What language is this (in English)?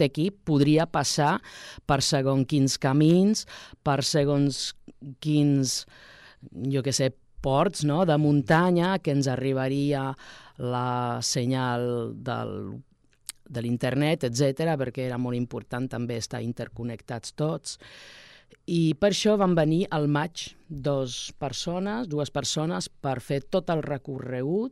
Catalan